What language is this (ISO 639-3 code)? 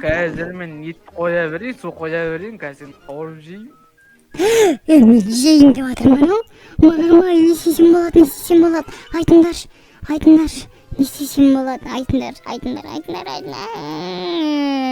kaz